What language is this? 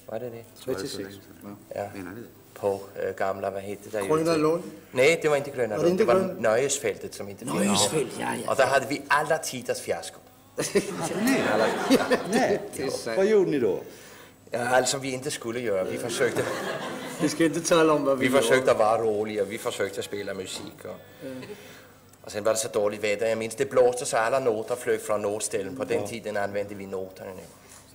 Swedish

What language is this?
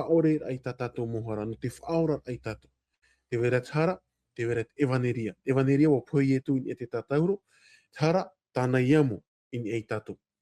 Tahitian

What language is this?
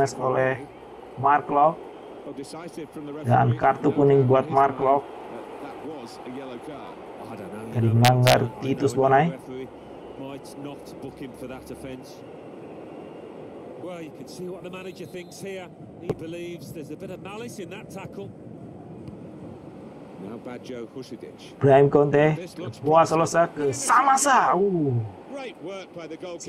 Indonesian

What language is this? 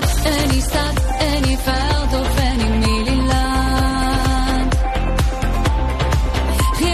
Afrikaans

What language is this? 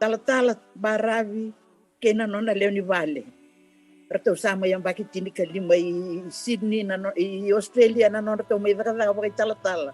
Fijian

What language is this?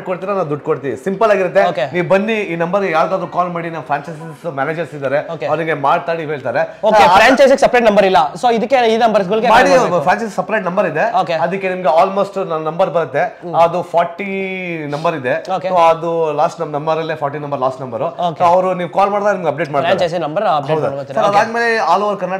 Kannada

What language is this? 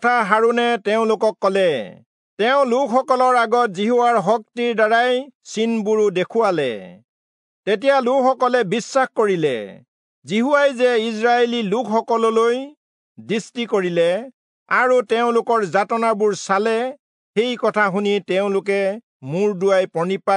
Assamese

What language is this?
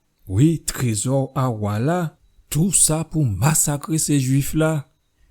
Guadeloupean Creole French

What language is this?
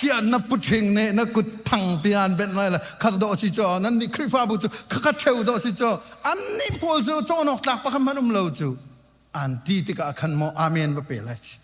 Hakha Chin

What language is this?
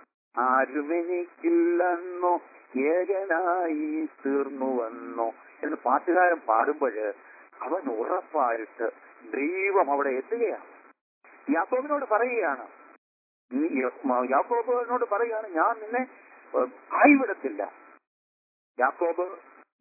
Malayalam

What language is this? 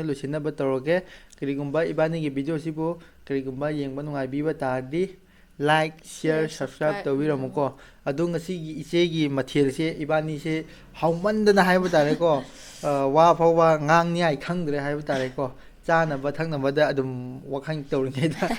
Manipuri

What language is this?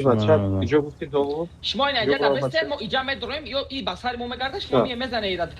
Tajik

